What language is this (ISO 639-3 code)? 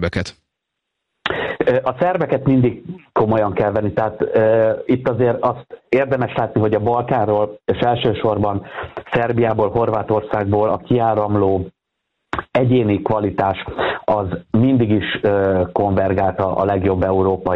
hun